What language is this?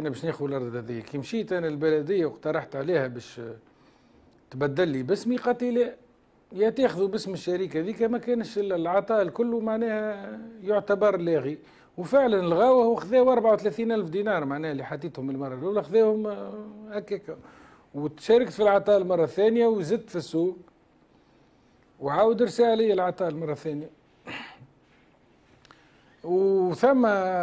Tunisian Arabic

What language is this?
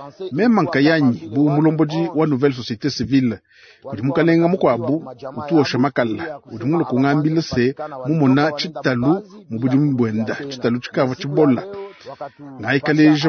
Luba-Lulua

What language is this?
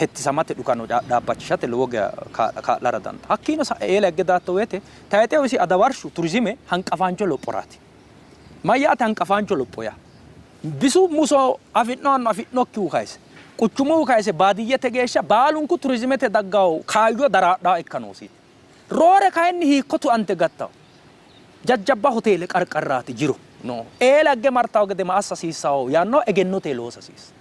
Sidamo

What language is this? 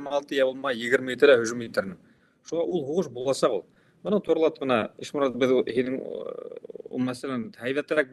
Bashkir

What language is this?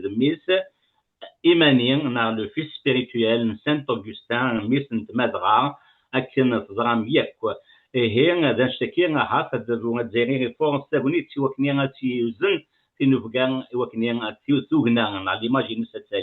Kabyle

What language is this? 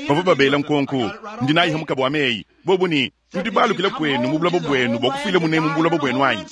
Luba-Lulua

